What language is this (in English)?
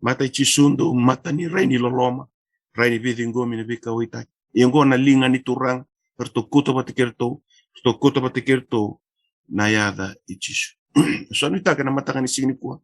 Fijian